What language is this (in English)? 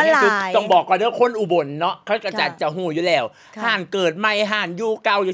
Northeastern Thai